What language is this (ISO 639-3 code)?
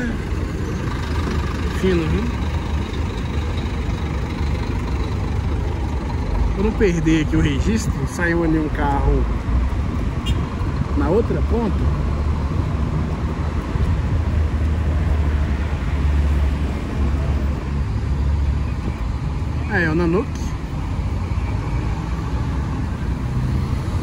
por